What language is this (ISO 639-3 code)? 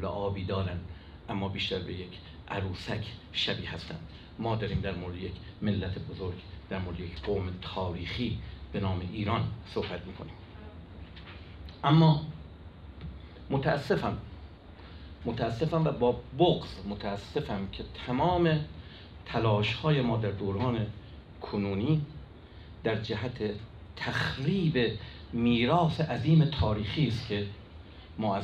fas